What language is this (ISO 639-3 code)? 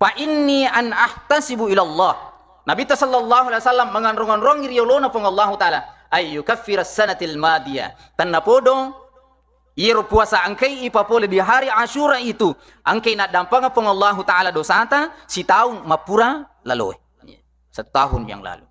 bug